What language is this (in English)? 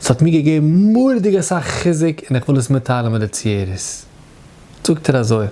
Yiddish